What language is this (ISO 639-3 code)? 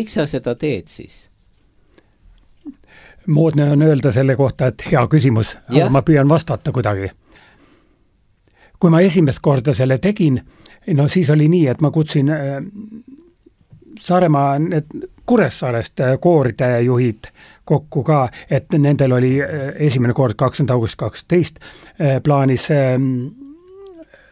est